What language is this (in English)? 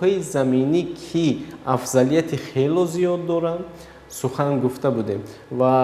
Tajik